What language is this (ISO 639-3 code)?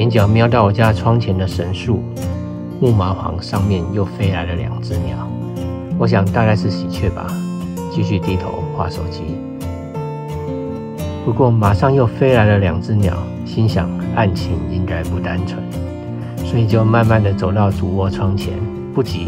zho